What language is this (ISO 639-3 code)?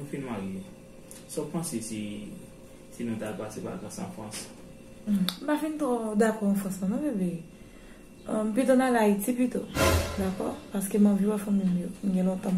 hat